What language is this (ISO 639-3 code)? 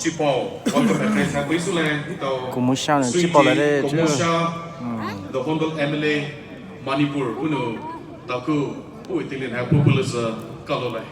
pmx